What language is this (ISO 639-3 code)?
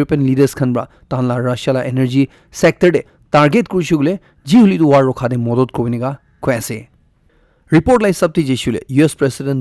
nag